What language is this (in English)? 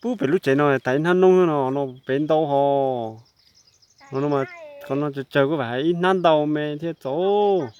Hmong